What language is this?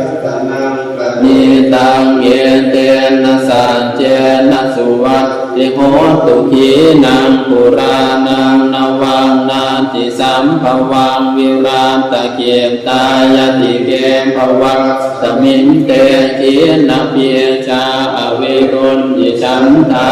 Pali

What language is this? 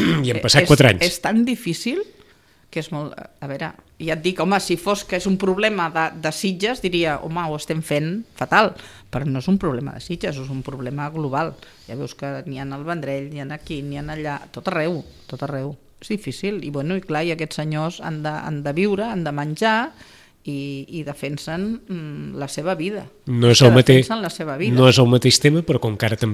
Catalan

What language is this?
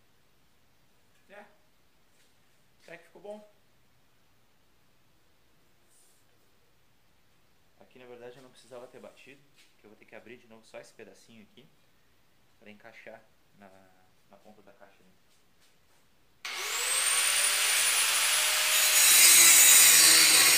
Portuguese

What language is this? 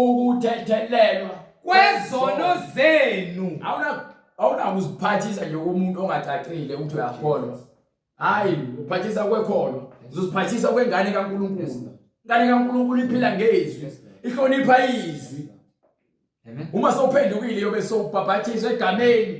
Zulu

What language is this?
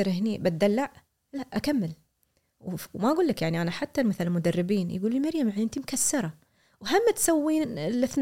Gulf Arabic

